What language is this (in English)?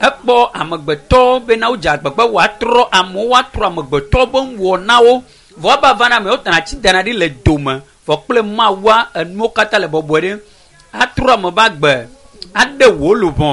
Ewe